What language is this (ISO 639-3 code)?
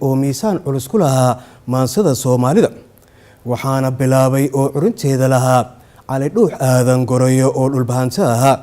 som